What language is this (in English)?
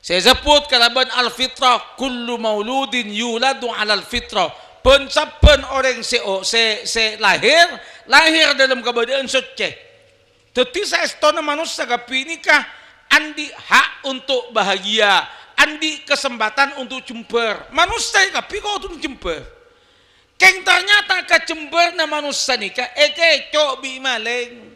Madurese